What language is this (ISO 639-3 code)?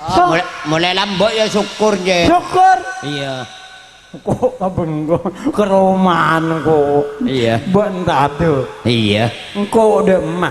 mad